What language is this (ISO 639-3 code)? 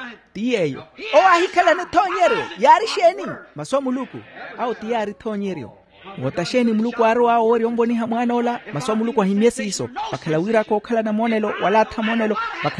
vmw